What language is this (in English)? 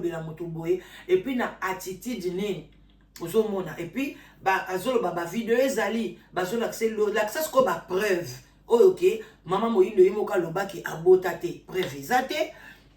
Lingala